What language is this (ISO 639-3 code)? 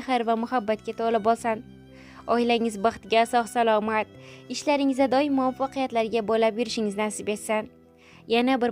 uzb